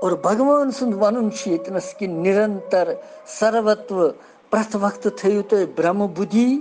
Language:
Kashmiri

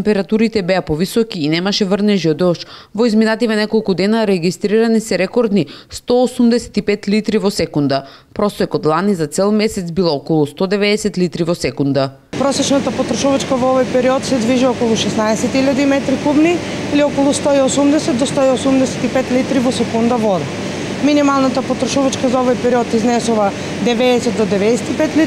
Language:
Macedonian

